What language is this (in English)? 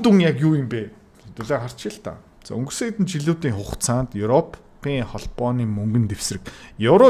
Mongolian